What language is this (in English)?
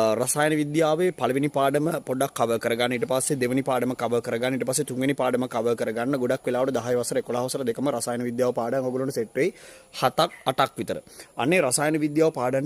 Sinhala